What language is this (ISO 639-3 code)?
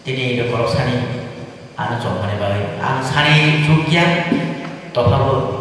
trp